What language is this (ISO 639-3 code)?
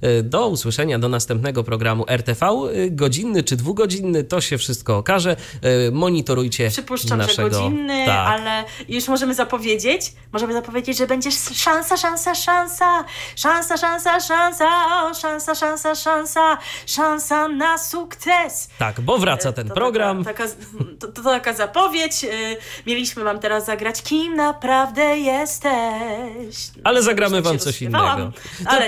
pol